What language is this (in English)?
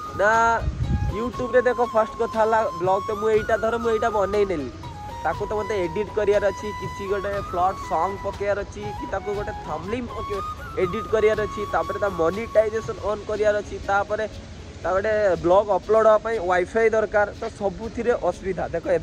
Odia